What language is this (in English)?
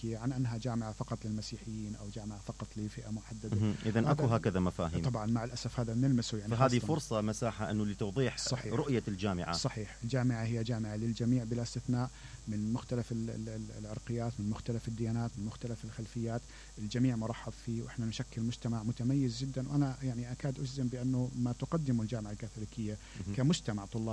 Mesopotamian Arabic